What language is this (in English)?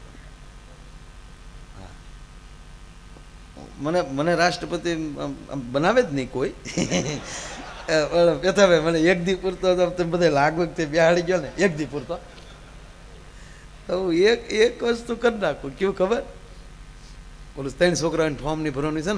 Gujarati